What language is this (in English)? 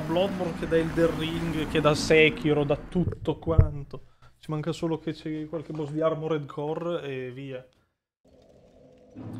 Italian